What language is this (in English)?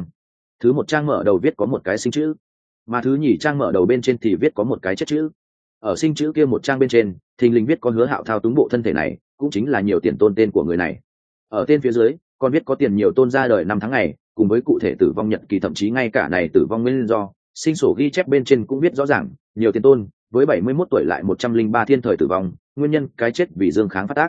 Vietnamese